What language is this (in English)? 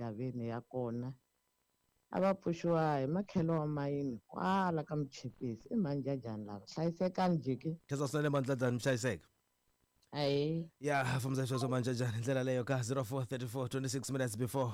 Tsonga